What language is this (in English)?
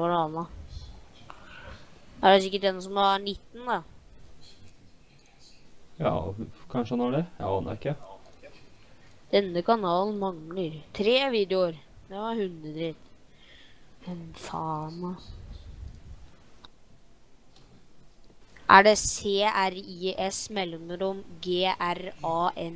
Norwegian